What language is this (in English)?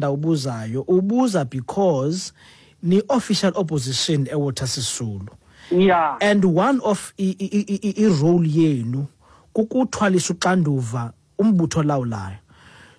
Xhosa